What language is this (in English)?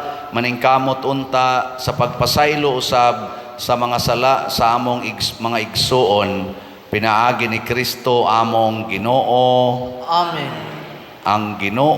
Cebuano